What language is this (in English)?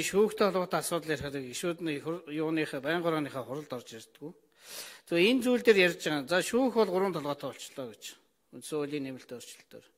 Mongolian